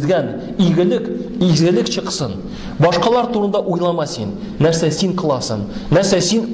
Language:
Tatar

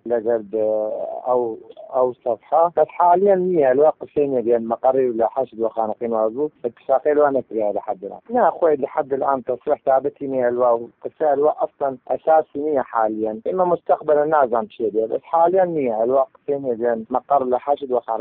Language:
Central Kurdish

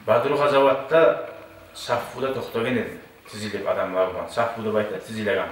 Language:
Kumyk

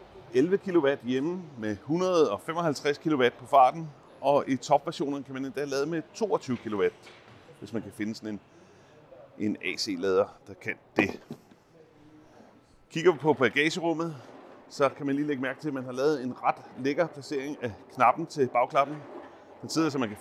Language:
Danish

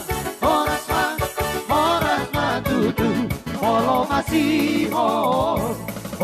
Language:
Batak Toba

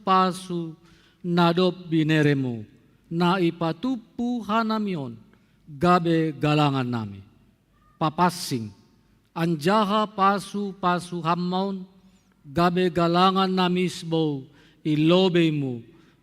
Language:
Batak Simalungun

